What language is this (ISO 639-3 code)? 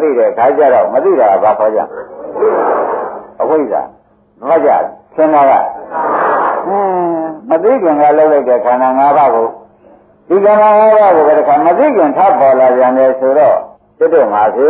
mya